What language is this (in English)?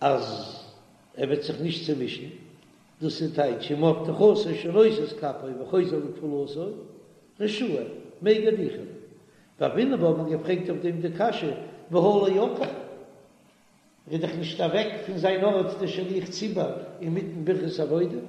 Yiddish